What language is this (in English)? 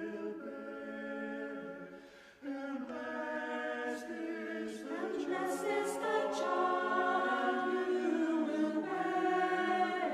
Faroese